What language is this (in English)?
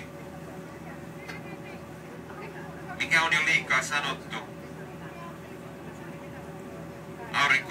Finnish